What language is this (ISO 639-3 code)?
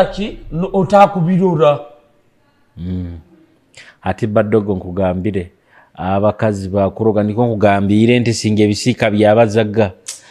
nyo